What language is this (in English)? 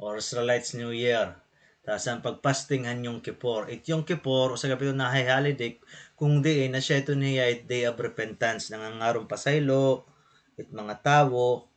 Waray